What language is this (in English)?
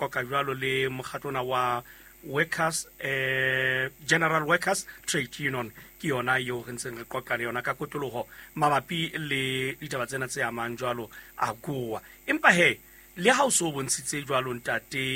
Southern Sotho